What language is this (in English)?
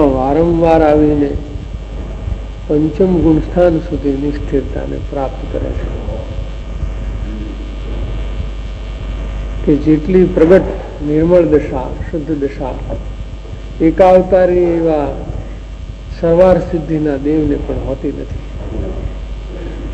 Gujarati